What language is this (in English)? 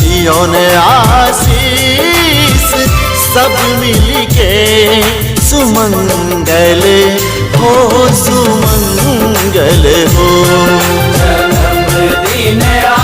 Maithili